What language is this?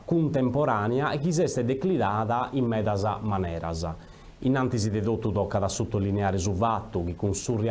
Sardinian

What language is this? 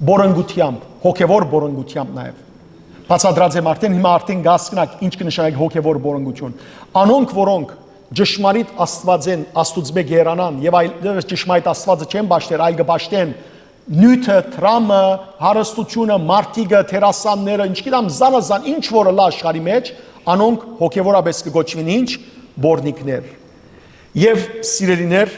Western Armenian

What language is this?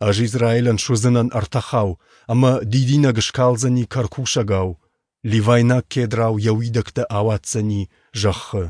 Ossetic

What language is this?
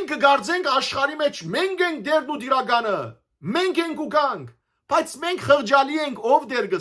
Western Armenian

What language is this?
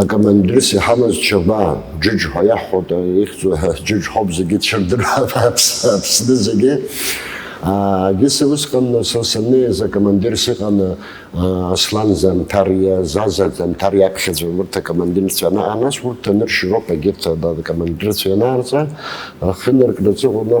Abkhazian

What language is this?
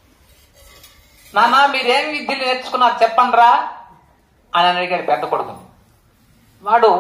Telugu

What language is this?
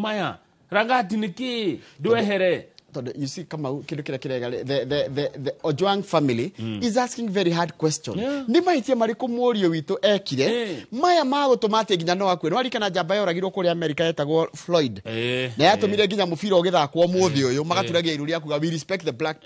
Kikuyu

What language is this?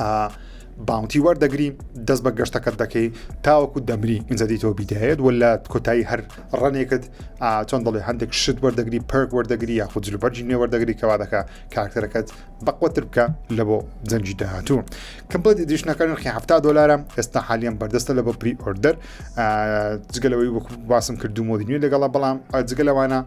Central Kurdish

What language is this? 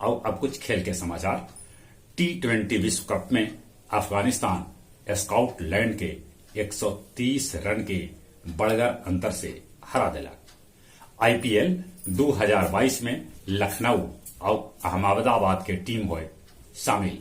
Magahi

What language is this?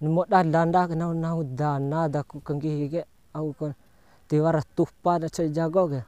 Bima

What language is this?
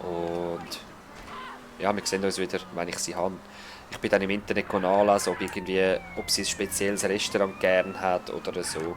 Swiss German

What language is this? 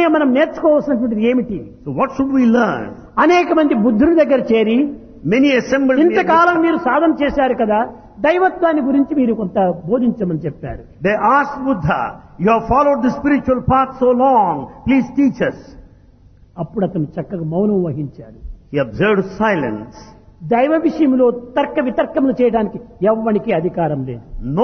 Telugu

